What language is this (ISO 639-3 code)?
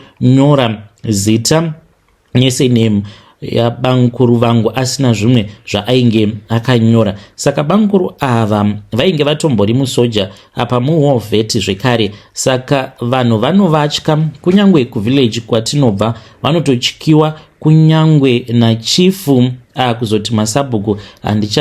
sna